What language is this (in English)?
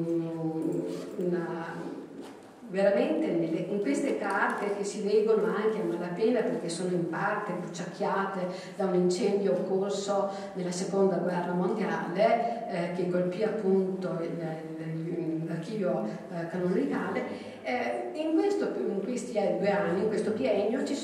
Italian